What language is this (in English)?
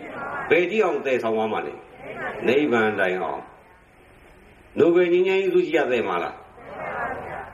Burmese